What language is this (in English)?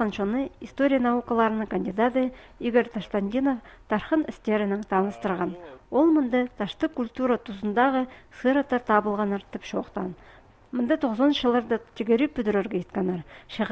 Khakas